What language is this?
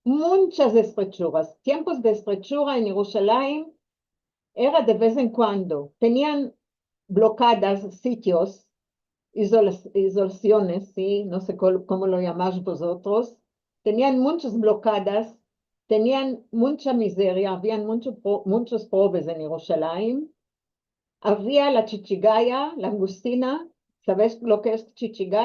Ladino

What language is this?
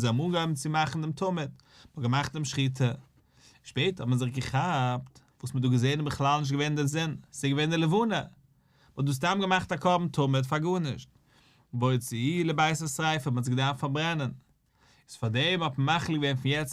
Yiddish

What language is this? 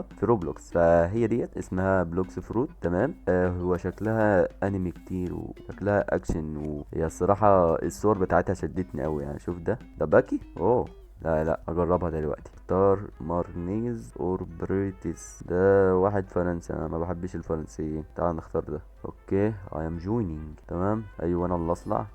Egyptian Arabic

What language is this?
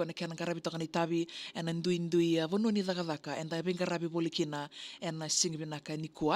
Fijian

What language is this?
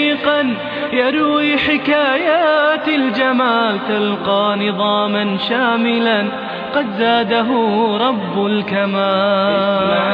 Chechen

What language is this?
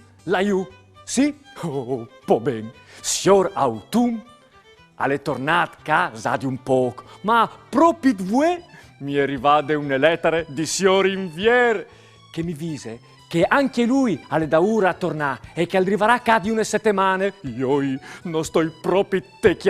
Friulian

